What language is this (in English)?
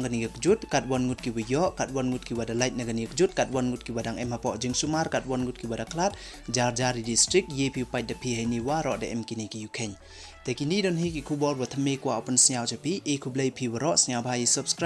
Pnar